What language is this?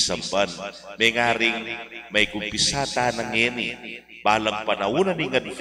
Pampanga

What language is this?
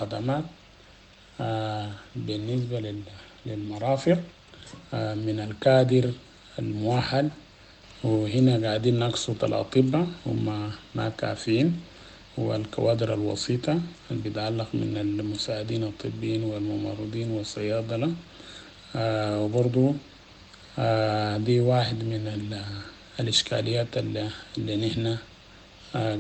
Sudanese Arabic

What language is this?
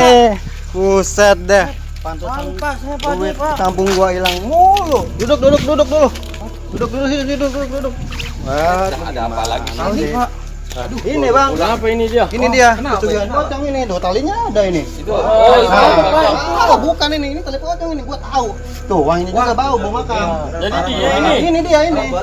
Betawi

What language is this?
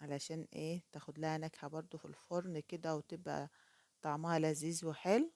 Egyptian Arabic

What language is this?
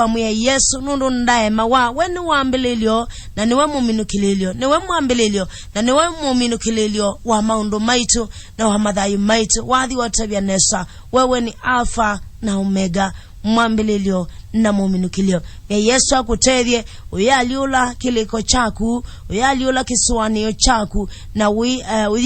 Kamba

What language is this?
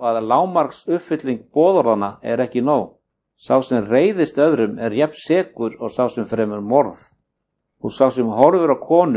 Icelandic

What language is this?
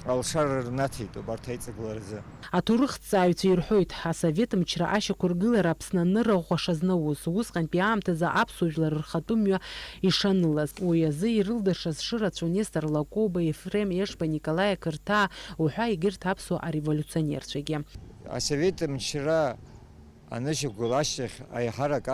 Abkhazian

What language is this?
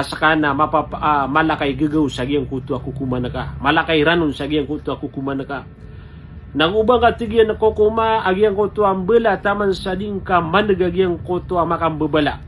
Maranao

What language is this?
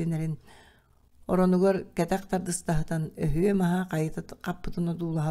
Yakut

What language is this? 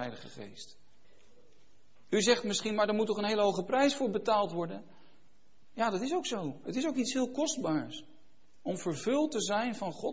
Dutch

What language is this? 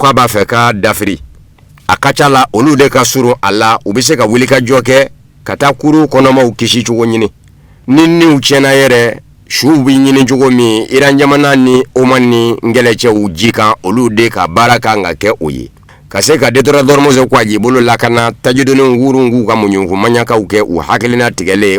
Bambara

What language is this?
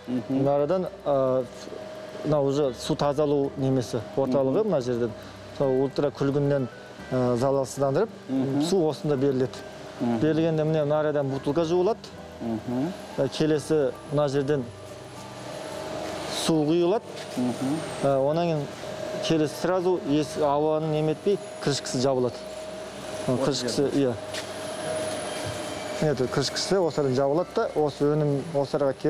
Kazakh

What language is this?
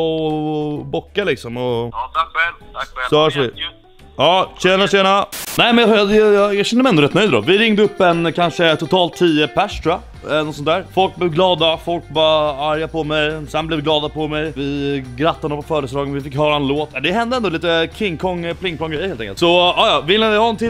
Swedish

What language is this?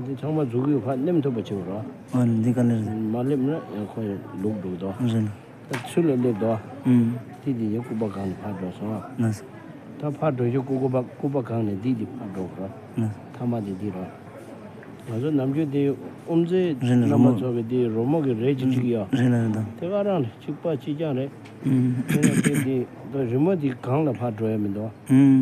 Tibetan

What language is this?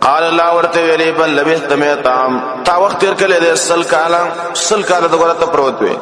Pashto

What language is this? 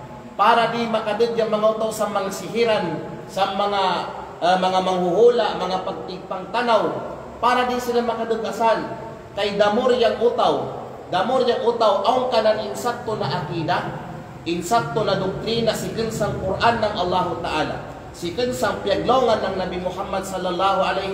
Kalagan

